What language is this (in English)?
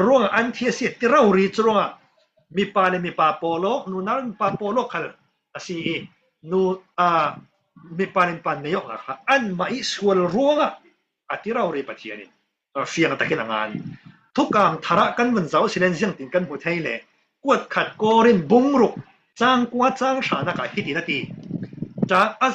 Falam Chin